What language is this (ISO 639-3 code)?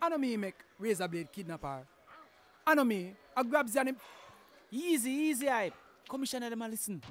jam